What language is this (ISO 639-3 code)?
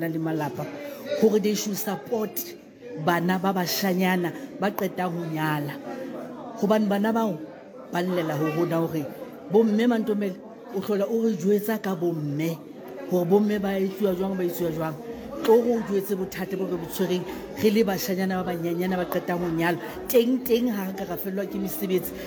sot